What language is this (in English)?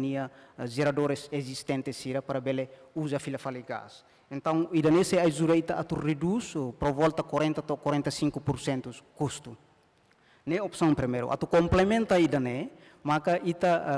Tetum